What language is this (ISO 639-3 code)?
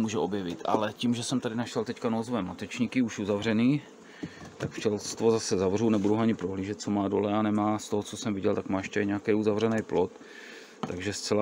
ces